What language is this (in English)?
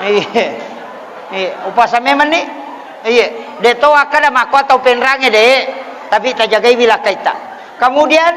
Buginese